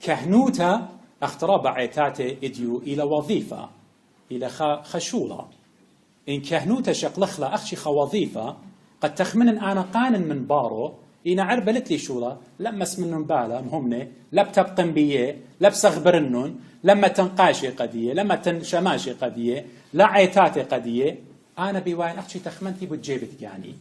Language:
Assyrian Neo-Aramaic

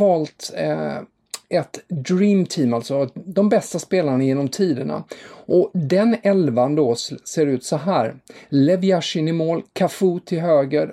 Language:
Swedish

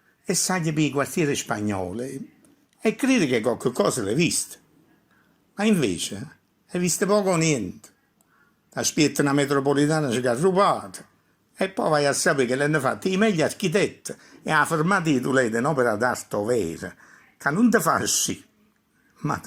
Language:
Neapolitan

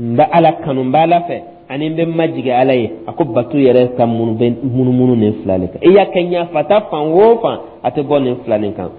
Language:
Dyula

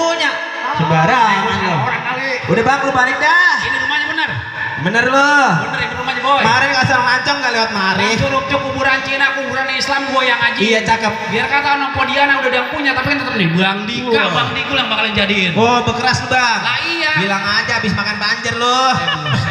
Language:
Betawi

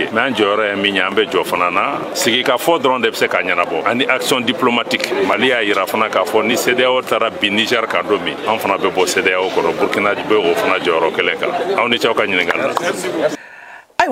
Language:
Bambara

